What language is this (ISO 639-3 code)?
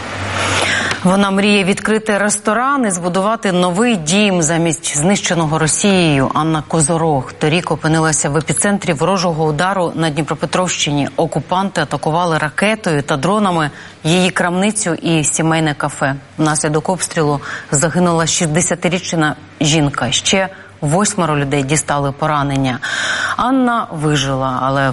ukr